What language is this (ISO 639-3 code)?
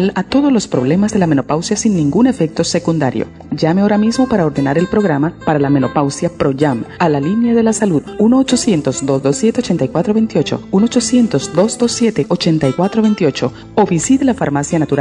spa